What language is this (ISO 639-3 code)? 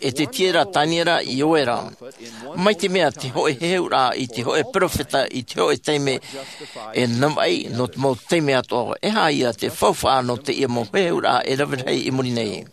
tah